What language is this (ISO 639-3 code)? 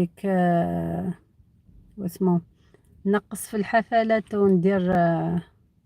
arq